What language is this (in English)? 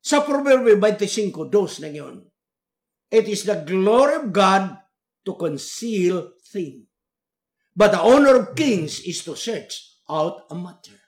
Cebuano